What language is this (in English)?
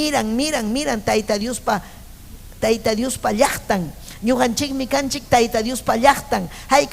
Ayacucho Quechua